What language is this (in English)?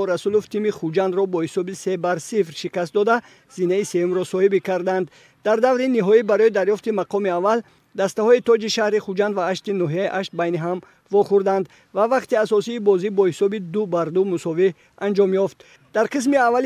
Tajik